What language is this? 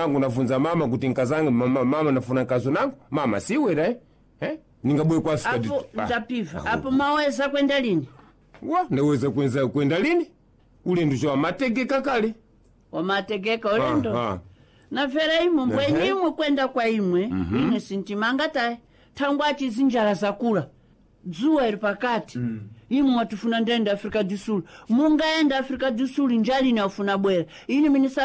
Sena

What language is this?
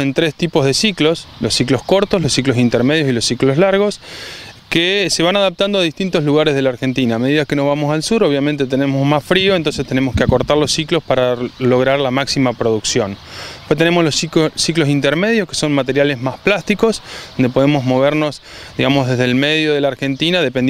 Spanish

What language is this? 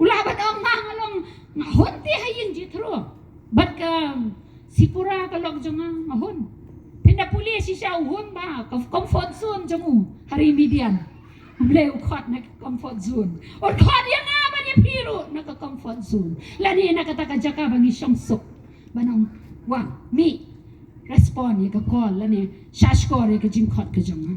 Khasi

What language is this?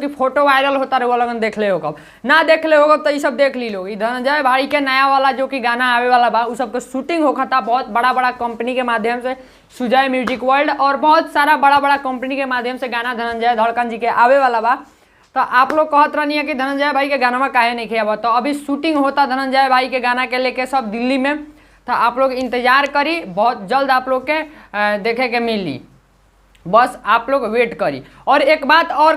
Bhojpuri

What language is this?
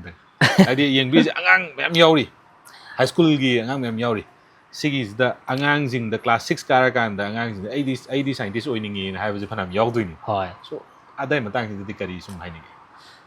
Manipuri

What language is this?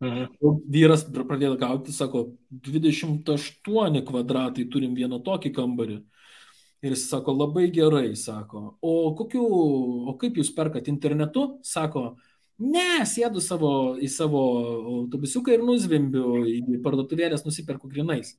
Lithuanian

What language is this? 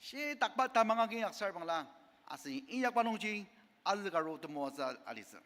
Ao Naga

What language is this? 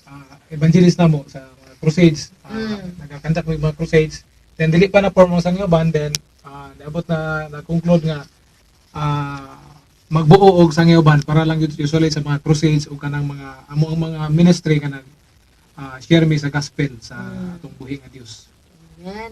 Cebuano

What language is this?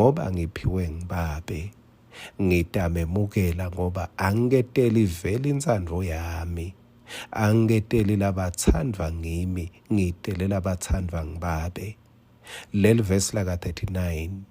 Swati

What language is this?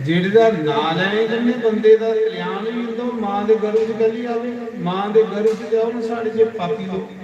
Dogri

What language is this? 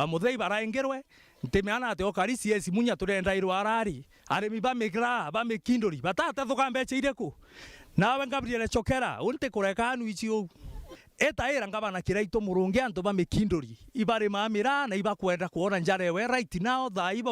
Meru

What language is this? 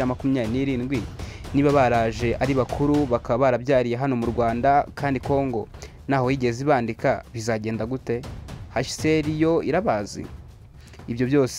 Kinyarwanda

